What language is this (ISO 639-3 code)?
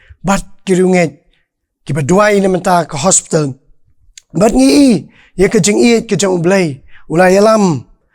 kha